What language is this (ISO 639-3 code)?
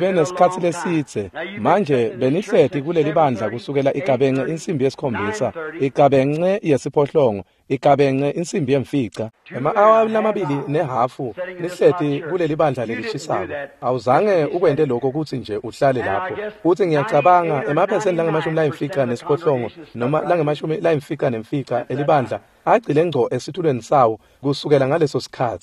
ssw